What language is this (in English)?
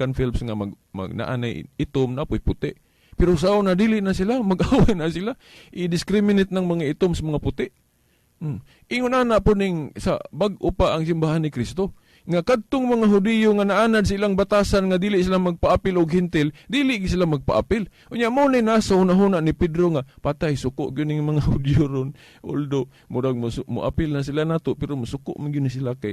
Cebuano